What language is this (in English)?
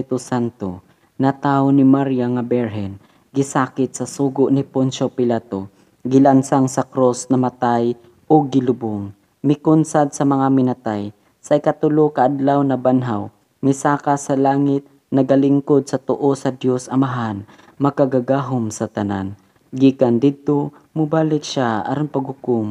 Cebuano